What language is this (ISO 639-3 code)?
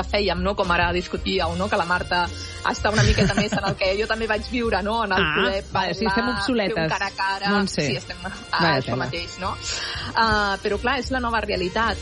cat